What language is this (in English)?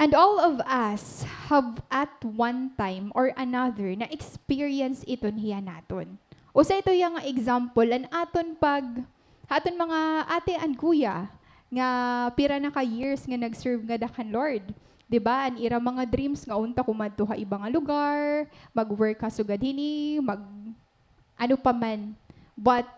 Waray